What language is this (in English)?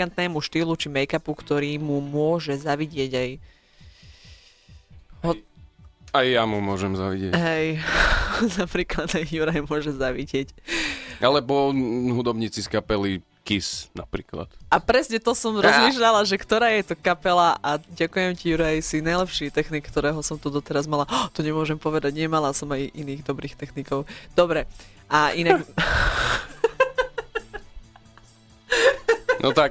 Slovak